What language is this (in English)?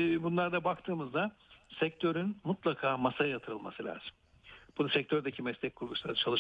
Turkish